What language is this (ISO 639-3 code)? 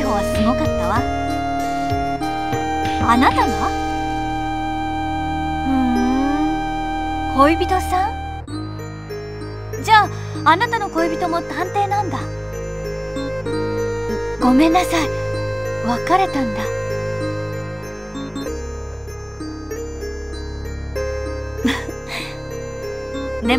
jpn